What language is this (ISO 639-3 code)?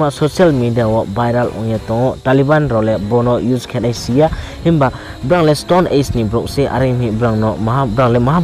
ria